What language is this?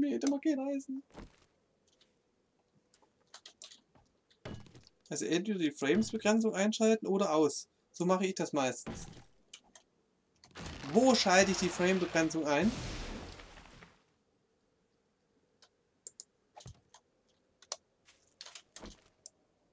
German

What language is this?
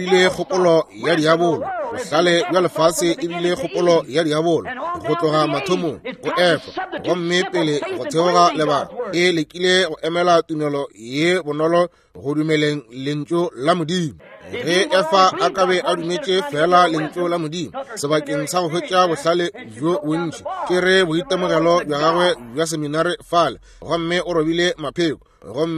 Northern Sotho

